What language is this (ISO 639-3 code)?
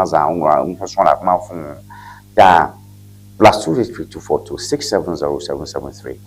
ewe